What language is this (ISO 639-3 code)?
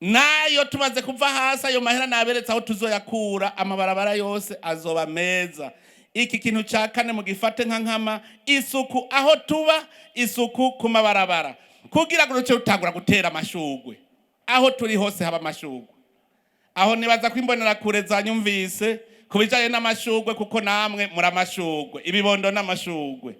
run